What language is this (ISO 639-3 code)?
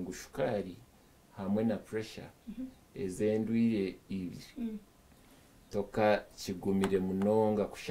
nyn